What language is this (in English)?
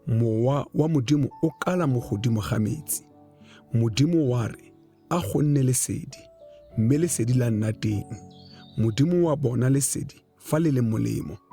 Tswana